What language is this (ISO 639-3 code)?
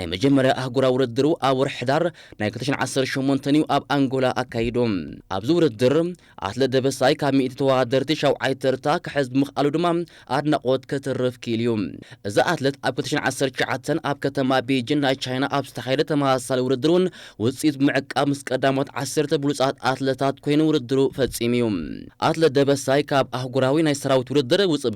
tir